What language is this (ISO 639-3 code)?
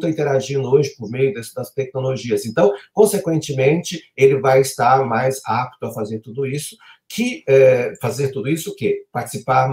por